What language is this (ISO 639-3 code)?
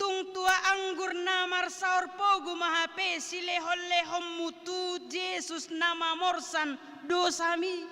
bbc